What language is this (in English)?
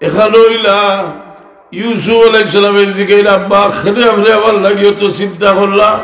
Sylheti